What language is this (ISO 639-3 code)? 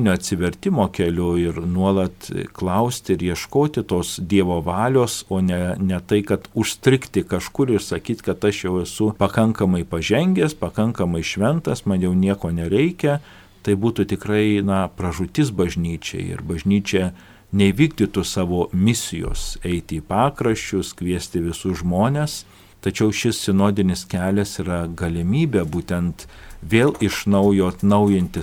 lit